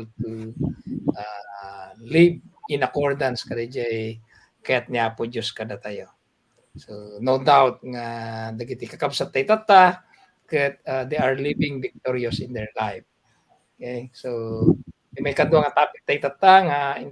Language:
Iloko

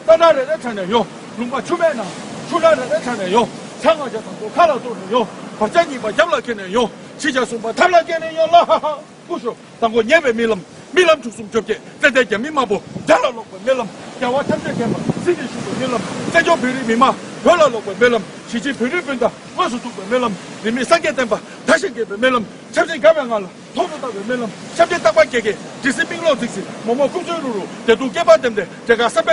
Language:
Tibetan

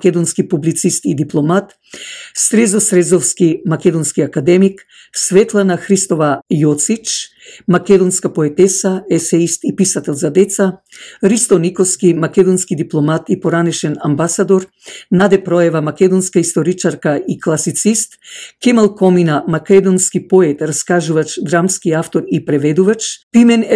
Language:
Macedonian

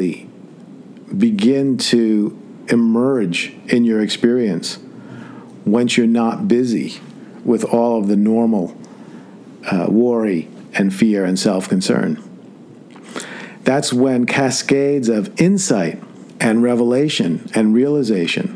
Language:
English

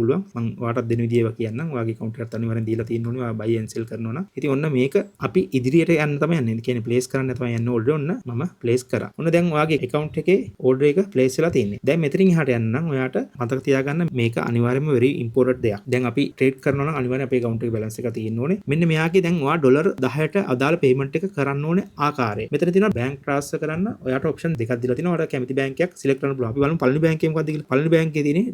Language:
Sinhala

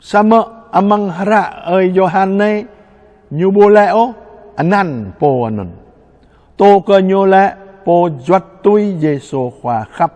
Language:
Jarai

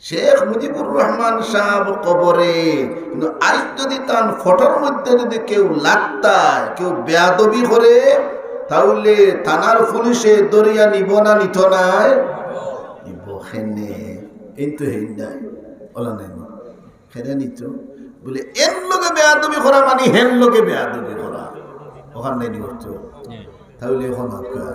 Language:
Sylheti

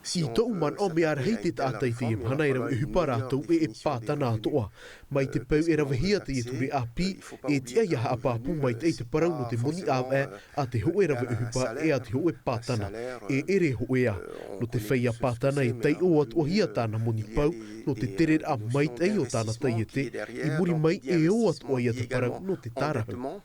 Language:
Tahitian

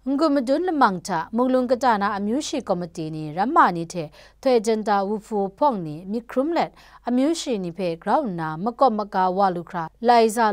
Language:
Kachin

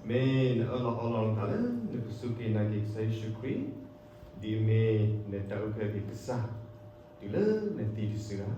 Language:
S'gaw Karen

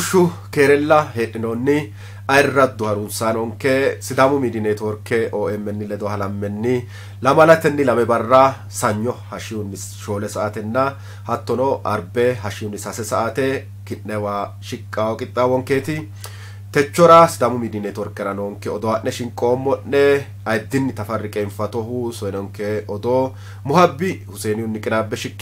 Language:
Sidamo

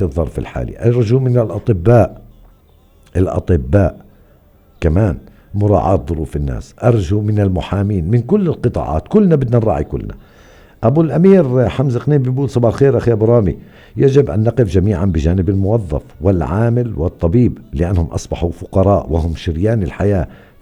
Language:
North Levantine Arabic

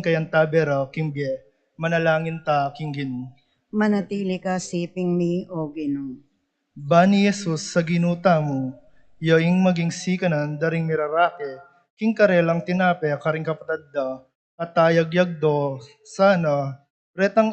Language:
Pampanga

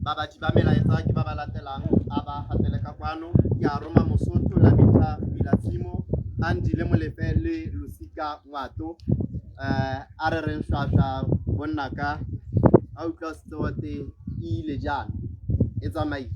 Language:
Tswana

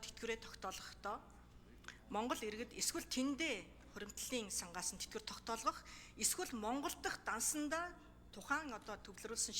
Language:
Mongolian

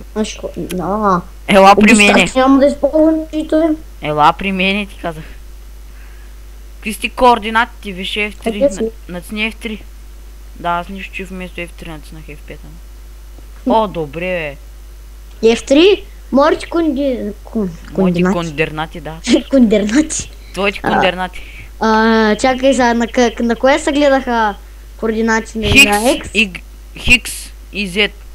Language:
Bulgarian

